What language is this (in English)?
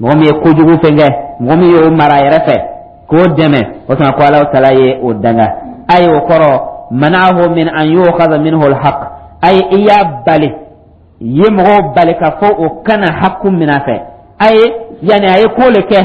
Dyula